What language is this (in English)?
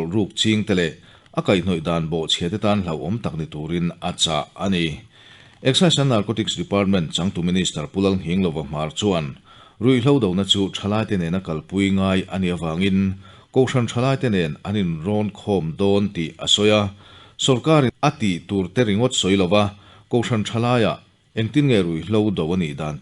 Mizo